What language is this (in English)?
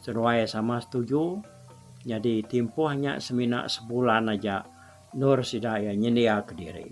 Iban